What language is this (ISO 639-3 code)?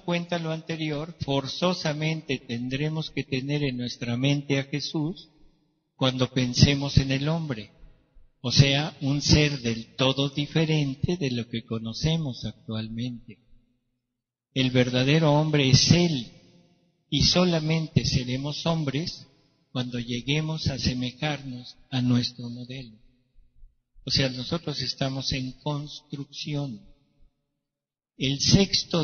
spa